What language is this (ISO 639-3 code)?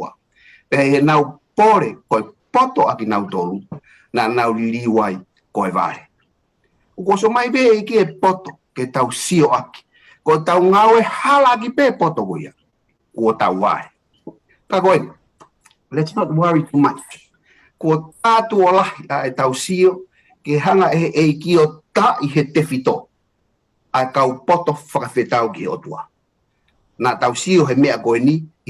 ton